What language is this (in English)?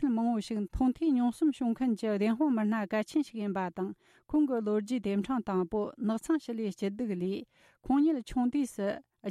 Tibetan